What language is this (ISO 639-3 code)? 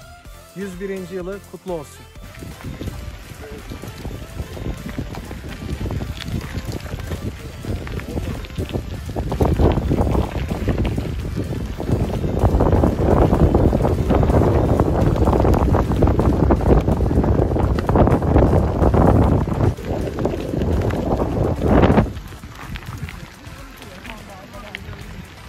tur